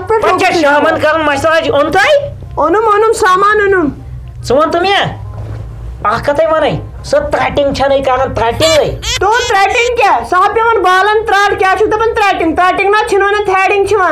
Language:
Kashmiri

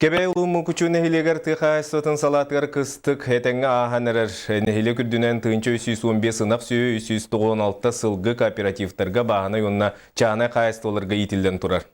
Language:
Yakut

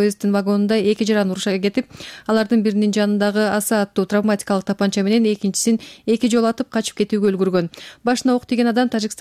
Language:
Kyrgyz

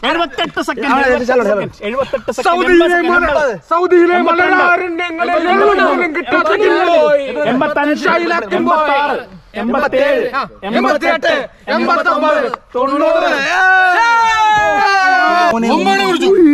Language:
Malayalam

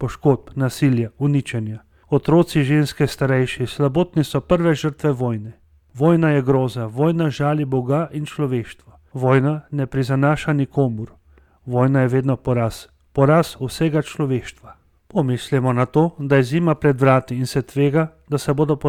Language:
Slovenian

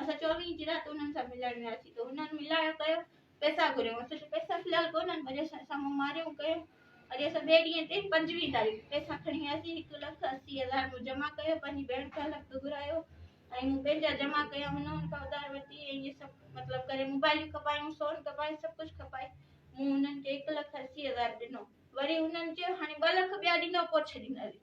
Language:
Sindhi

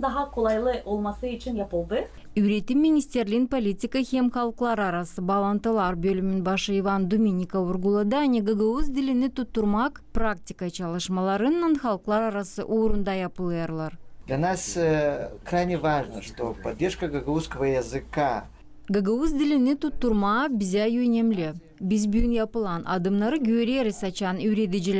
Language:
Gagauz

